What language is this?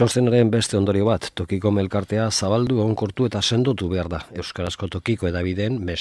Basque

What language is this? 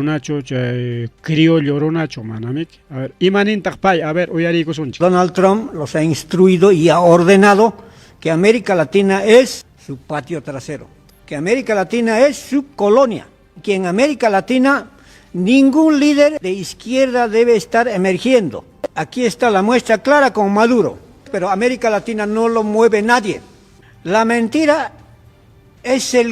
Ayacucho Quechua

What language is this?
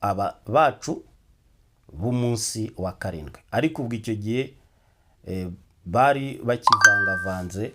Kinyarwanda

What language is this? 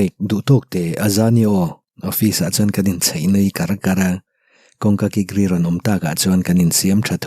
Mizo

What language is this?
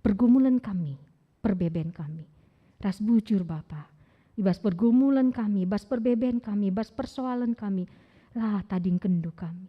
Batak Karo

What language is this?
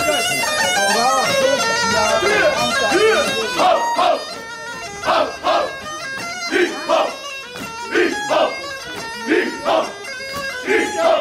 Bulgarian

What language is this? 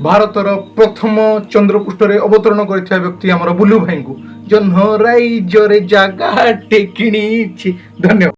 Odia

